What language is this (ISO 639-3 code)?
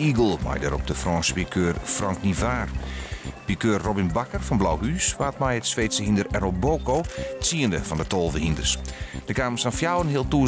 fry